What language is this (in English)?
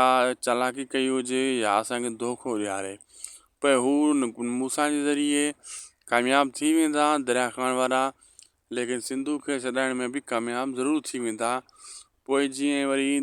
Sindhi